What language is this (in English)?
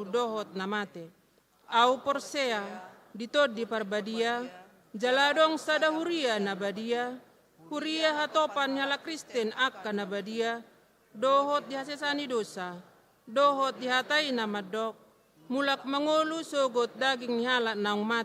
Batak Toba